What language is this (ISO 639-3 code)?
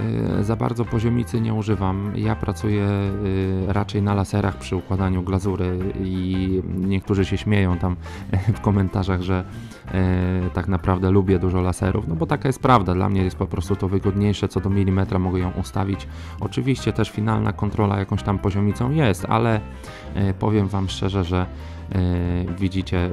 pol